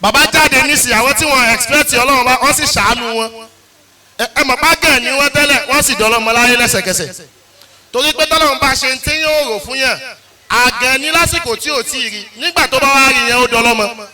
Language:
Yoruba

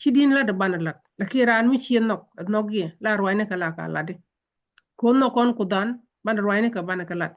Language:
Nuer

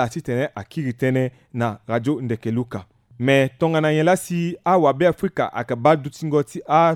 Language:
Sango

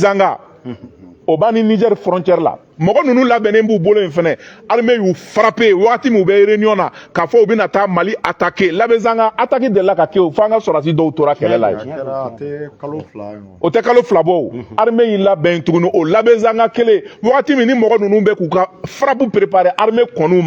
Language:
Bambara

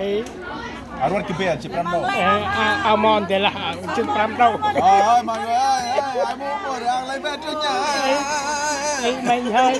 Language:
Central Mnong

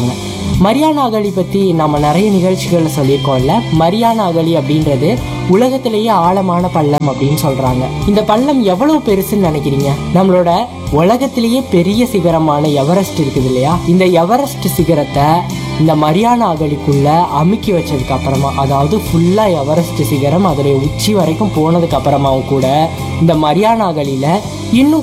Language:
Tamil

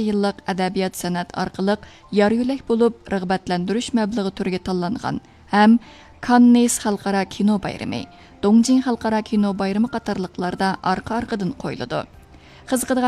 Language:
Uyghur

